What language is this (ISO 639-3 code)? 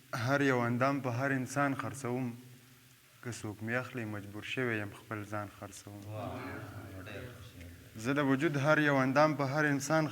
pus